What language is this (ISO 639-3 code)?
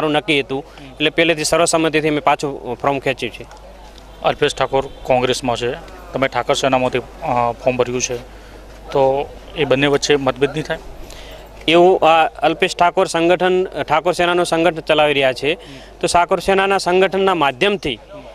guj